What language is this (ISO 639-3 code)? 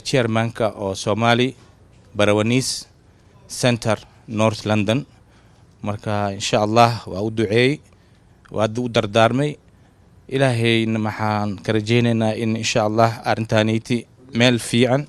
som